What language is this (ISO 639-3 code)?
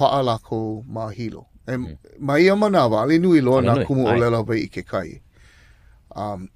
haw